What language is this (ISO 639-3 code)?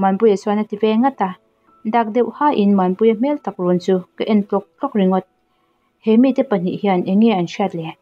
lus